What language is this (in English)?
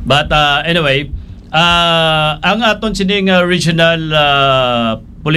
Hiligaynon